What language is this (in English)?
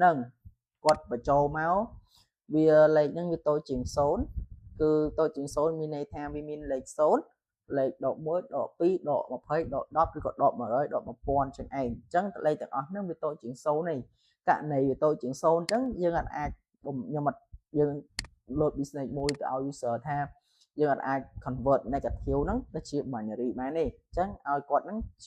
Khmer